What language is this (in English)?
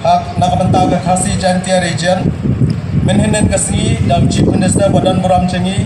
Khasi